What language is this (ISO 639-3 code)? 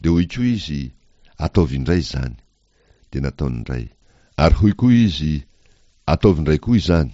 mlg